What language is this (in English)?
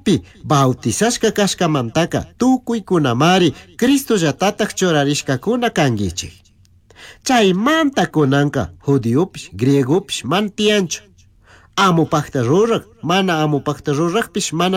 Chimborazo Highland Quichua